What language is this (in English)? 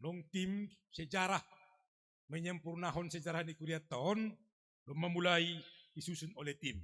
Batak Simalungun